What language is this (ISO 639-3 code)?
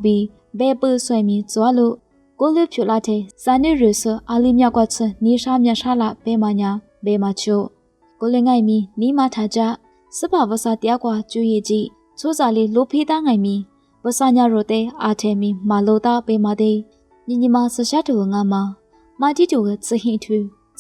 lis